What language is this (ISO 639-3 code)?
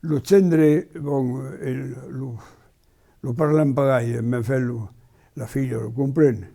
oci